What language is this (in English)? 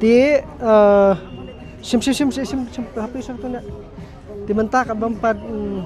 Khasi